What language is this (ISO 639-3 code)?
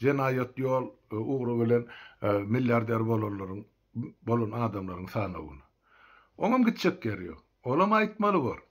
tuk